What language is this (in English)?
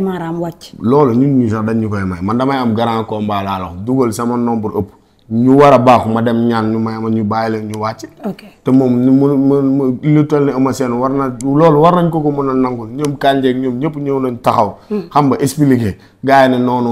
Wolof